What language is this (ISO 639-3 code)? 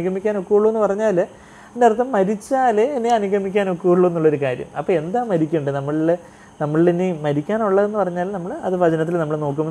mal